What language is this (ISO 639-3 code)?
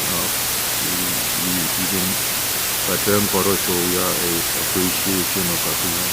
pon